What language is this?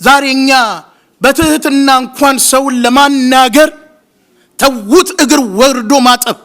Amharic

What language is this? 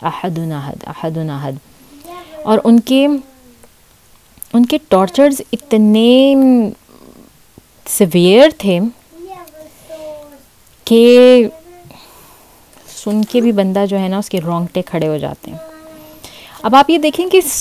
Urdu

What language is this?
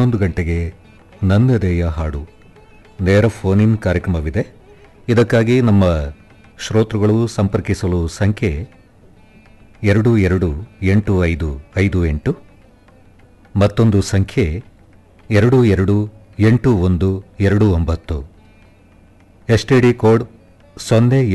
Kannada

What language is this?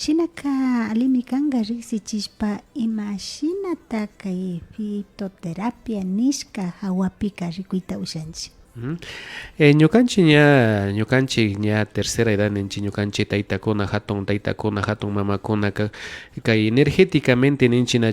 Imbabura Highland Quichua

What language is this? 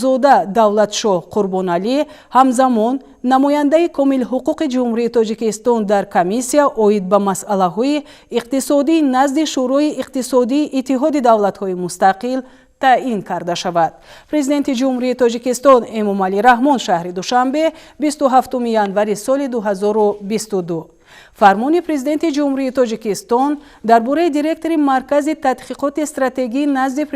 Tajik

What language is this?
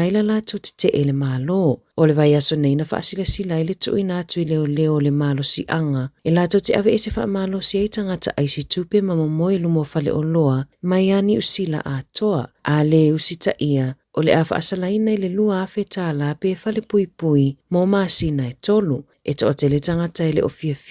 Samoan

